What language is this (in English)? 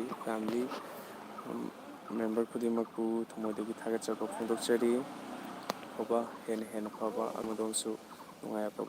Manipuri